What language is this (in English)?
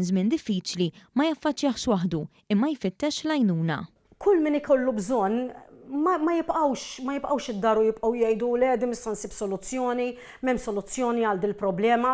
Maltese